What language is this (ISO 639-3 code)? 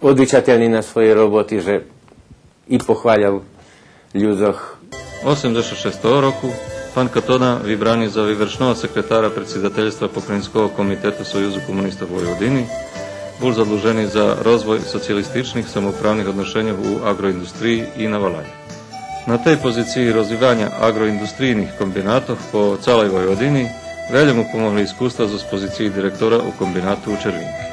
rue